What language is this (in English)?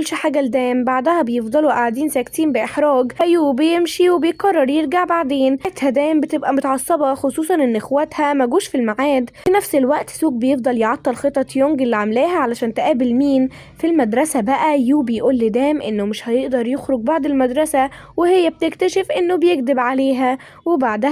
Egyptian Arabic